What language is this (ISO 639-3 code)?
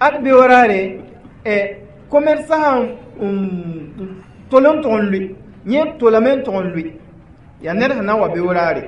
mos